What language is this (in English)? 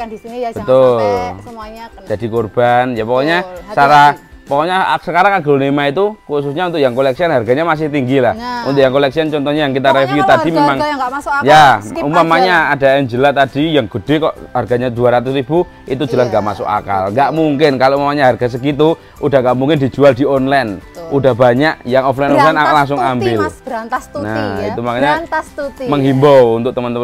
Indonesian